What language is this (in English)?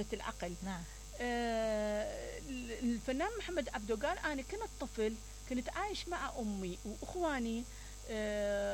Mesopotamian Arabic